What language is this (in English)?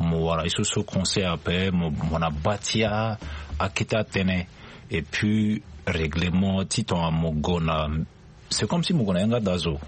Sango